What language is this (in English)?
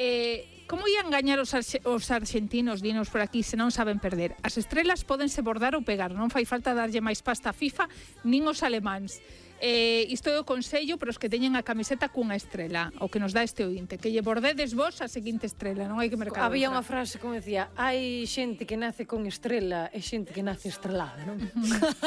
Galician